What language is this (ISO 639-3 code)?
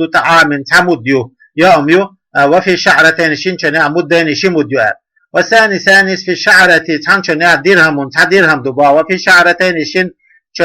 che